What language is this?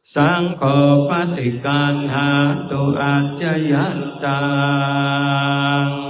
Pali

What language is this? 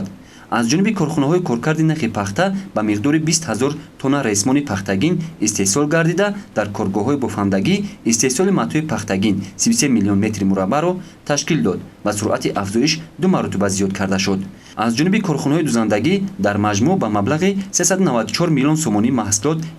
Tajik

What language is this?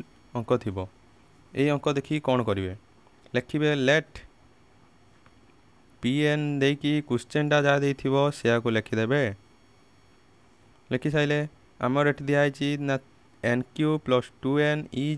Odia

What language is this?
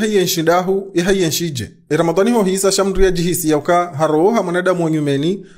Ngazidja Comorian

